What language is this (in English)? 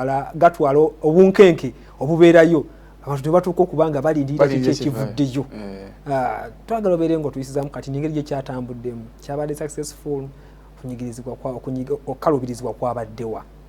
Ganda